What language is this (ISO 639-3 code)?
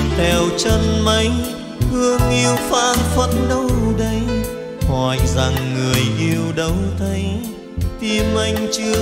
vie